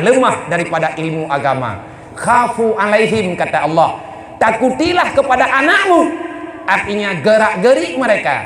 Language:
Achinese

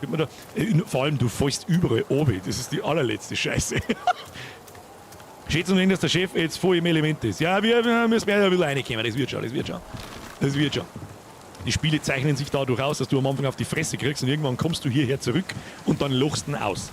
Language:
Bavarian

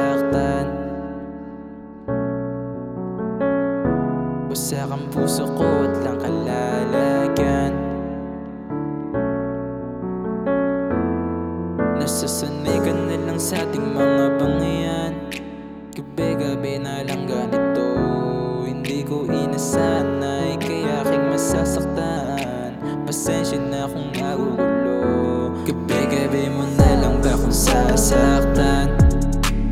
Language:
Filipino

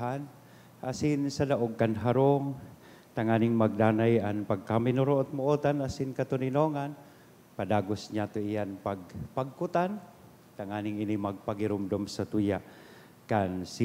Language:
Bikol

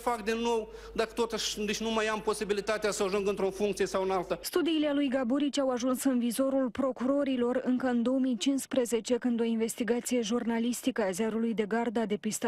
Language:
Romanian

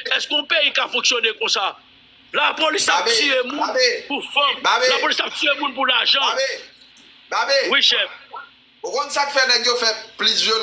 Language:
Haitian Creole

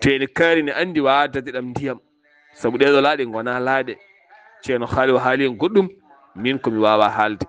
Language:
Fula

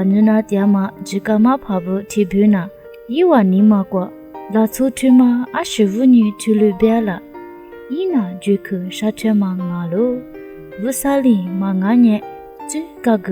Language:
Lisu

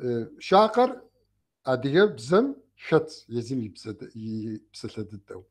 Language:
Kabardian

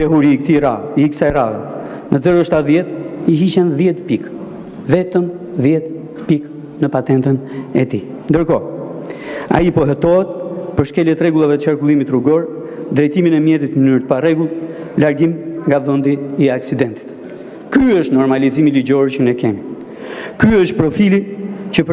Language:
Albanian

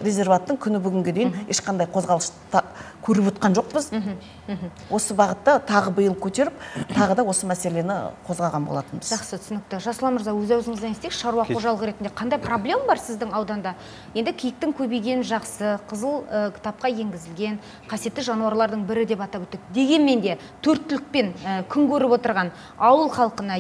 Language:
Kazakh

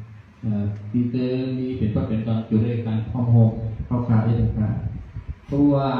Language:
Thai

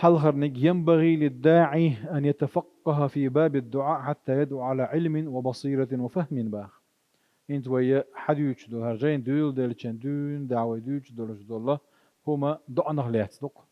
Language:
Chechen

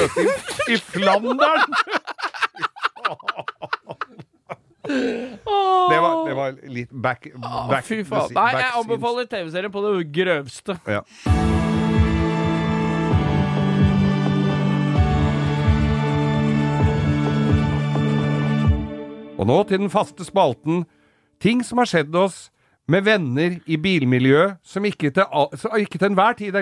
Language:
Norwegian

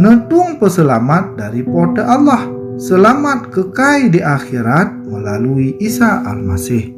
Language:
Achinese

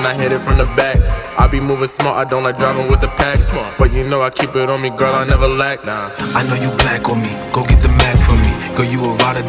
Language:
English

